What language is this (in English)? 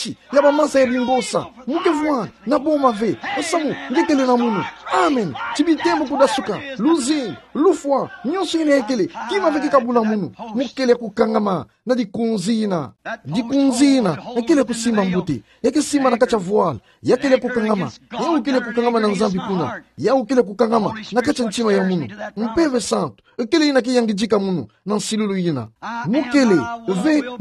Kituba (Democratic Republic of Congo)